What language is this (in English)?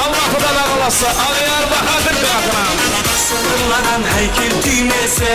Kara-Kalpak